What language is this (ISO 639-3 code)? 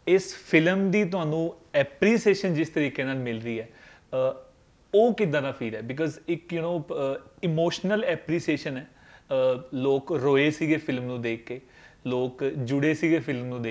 pan